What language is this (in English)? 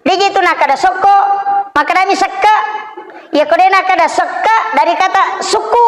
Buginese